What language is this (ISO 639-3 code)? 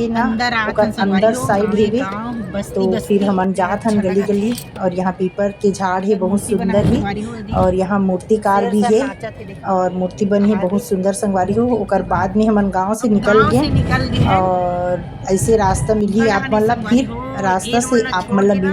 hne